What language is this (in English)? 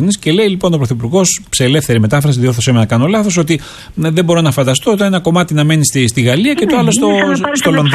Greek